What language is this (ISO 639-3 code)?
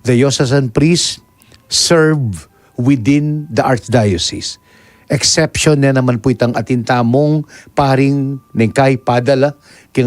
pam